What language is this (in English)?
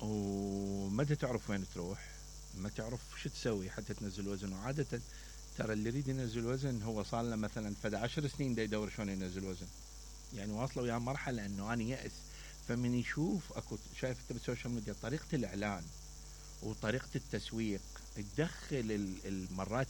Mesopotamian Arabic